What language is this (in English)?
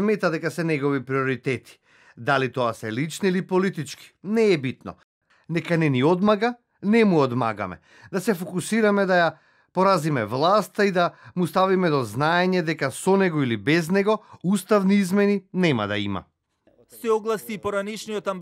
Macedonian